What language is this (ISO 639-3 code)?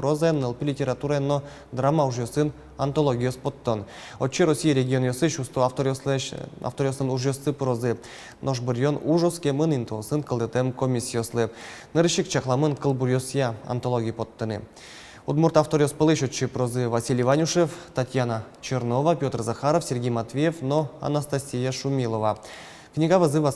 udm